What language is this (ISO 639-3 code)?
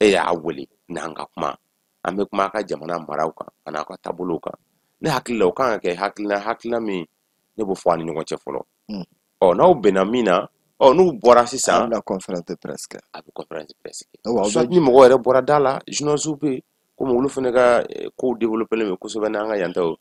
bam